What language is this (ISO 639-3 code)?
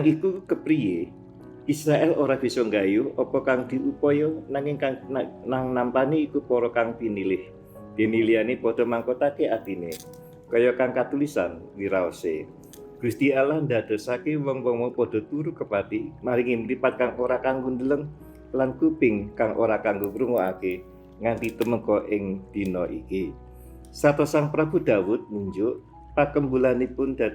jav